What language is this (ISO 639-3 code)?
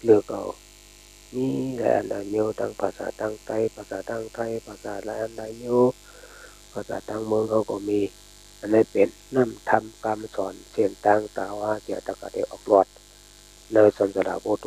shn